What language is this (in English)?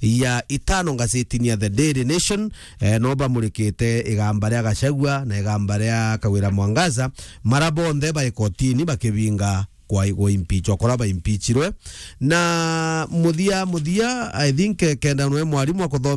Meru